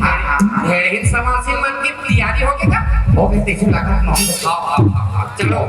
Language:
Chhattisgarhi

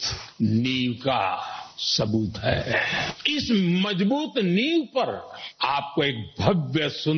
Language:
Sanskrit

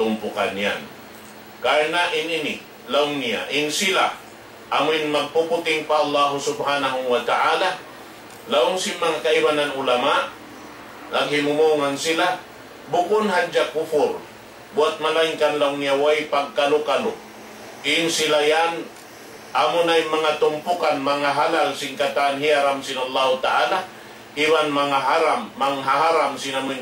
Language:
Tausug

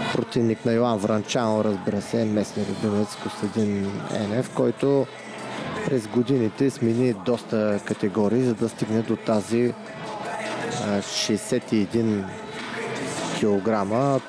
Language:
Bulgarian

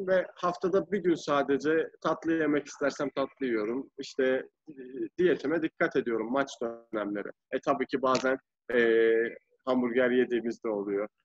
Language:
Turkish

